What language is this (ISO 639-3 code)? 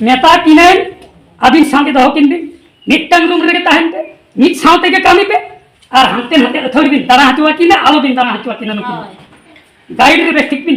sat